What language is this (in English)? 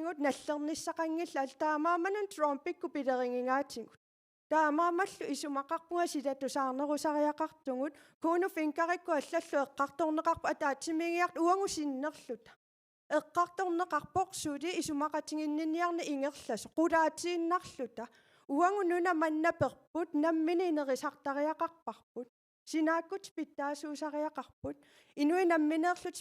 Kalaallisut